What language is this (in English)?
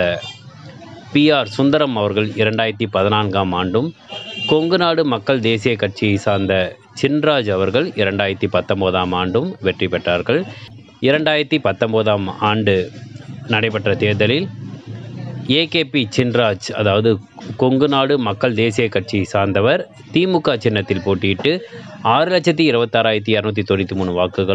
Tamil